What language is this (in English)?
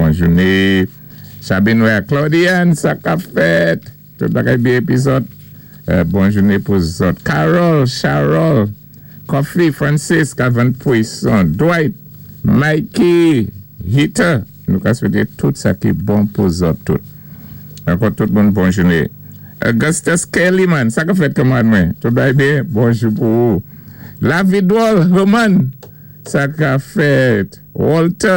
Saint Lucian Creole French